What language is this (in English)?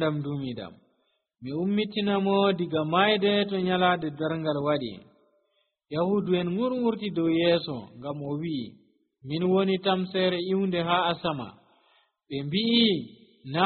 Nigerian Fulfulde